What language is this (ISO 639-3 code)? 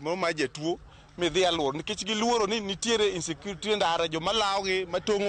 luo